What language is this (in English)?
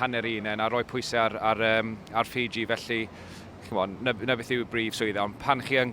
Welsh